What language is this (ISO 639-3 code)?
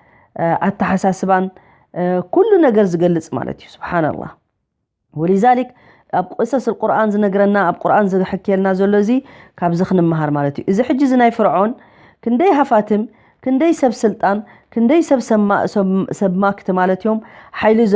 tir